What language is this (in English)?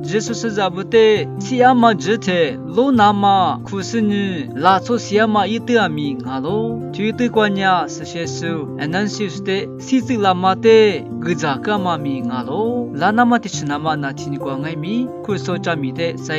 Lisu